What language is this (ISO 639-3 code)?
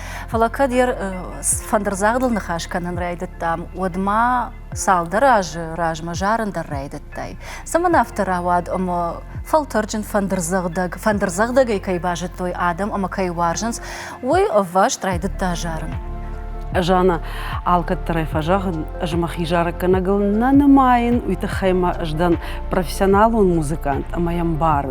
oss